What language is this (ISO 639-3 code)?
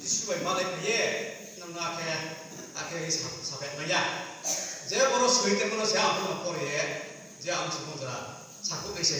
ria